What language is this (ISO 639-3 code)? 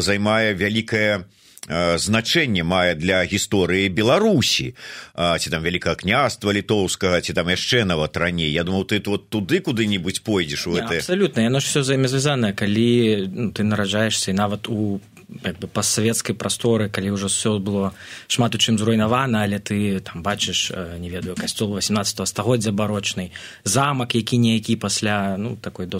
bel